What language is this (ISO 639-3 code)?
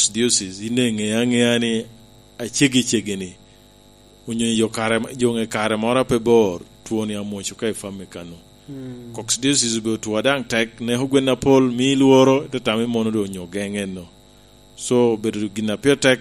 laj